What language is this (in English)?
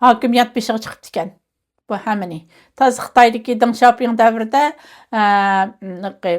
Uyghur